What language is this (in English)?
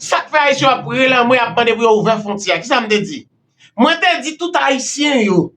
Haitian Creole